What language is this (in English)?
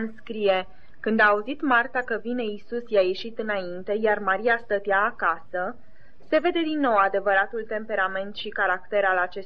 Romanian